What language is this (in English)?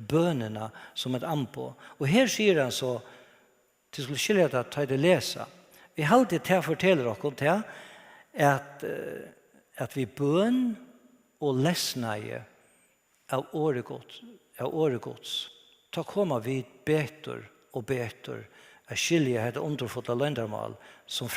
Faroese